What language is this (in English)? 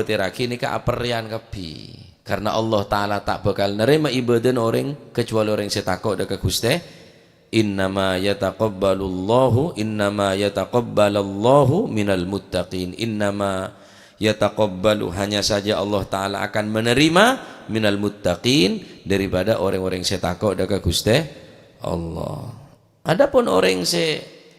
Madurese